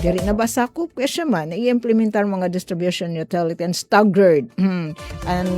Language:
Waray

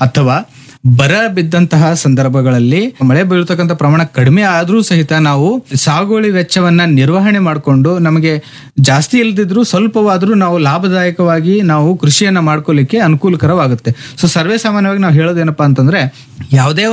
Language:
Kannada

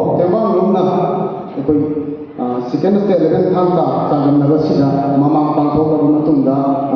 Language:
Manipuri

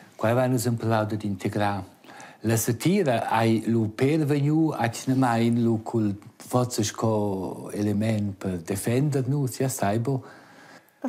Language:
Romansh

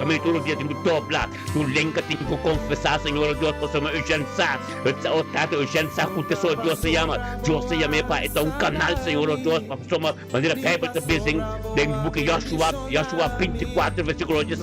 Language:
Papiamento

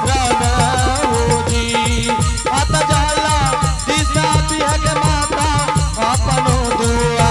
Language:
Angika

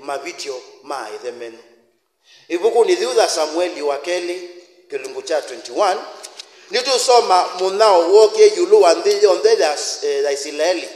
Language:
Kamba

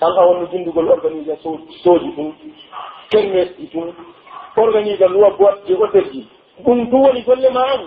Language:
Pular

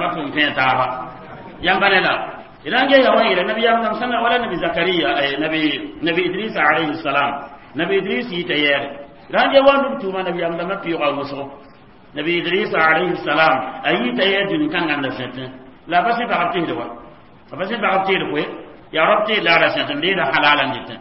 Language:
Mossi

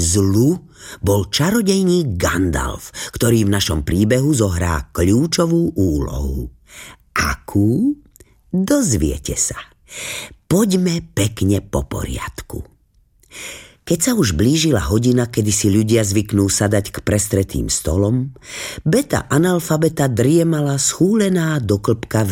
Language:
Slovak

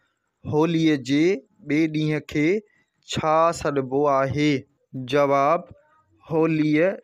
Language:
Sindhi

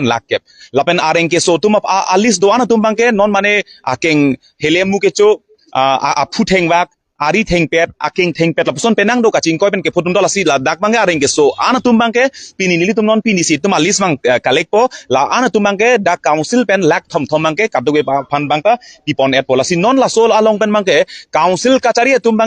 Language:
Karbi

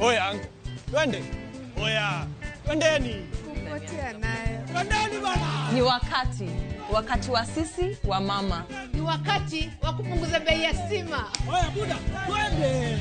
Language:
Luo (Kenya and Tanzania)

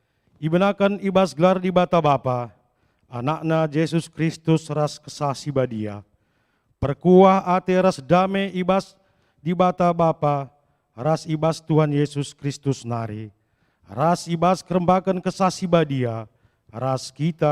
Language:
Batak Karo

